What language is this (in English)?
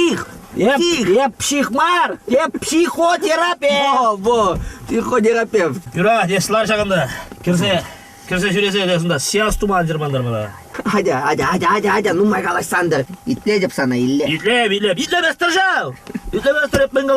Chuvash